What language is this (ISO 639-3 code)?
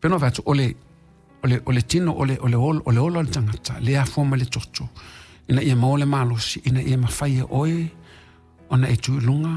smo